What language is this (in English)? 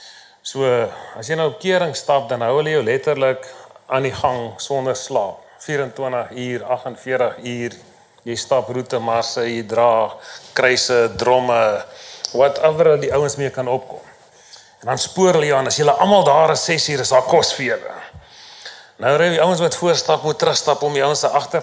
Afrikaans